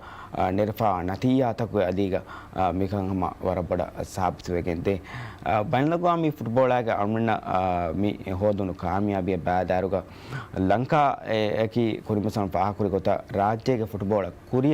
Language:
Divehi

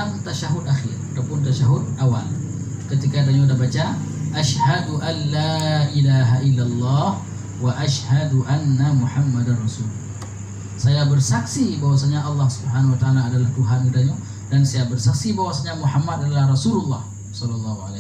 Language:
Achinese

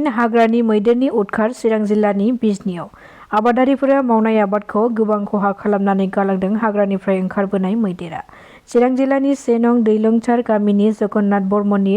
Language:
Bodo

